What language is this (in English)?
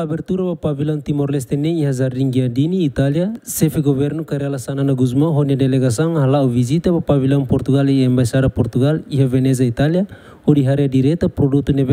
Tetum